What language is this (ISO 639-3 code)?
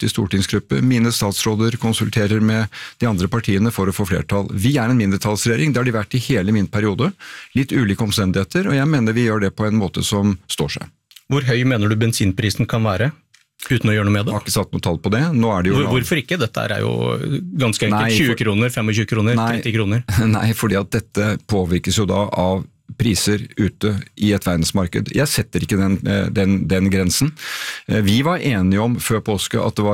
nor